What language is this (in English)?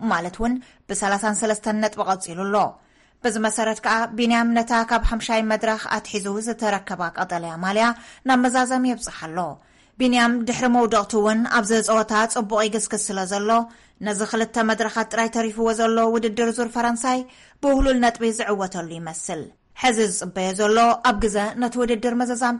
Tigrinya